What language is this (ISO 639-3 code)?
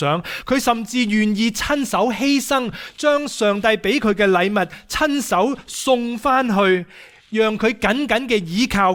yue